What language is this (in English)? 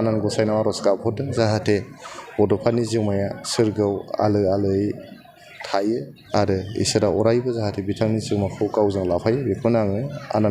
Bodo